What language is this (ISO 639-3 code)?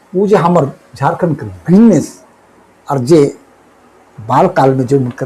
sck